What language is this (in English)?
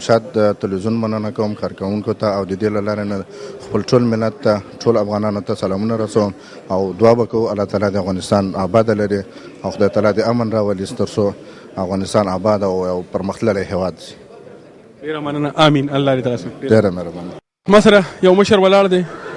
Pashto